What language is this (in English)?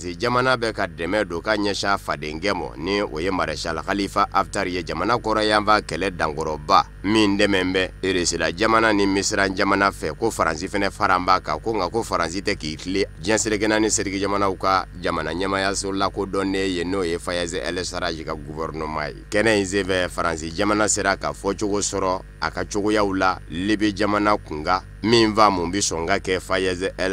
Bambara